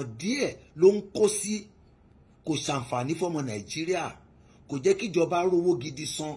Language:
Yoruba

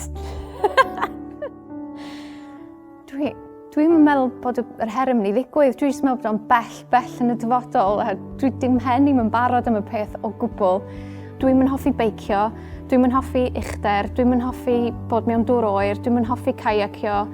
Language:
Welsh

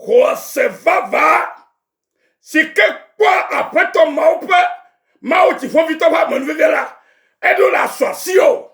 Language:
Ewe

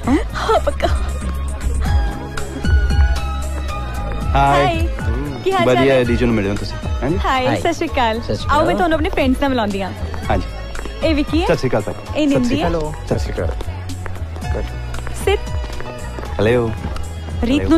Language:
Punjabi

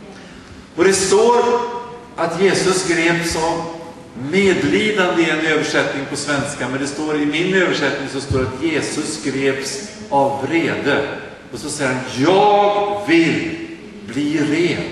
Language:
Swedish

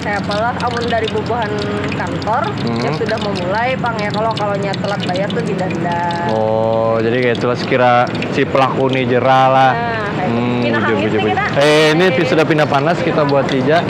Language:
Banjar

